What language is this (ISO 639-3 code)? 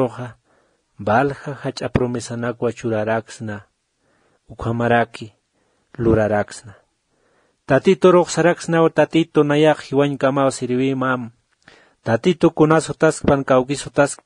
aym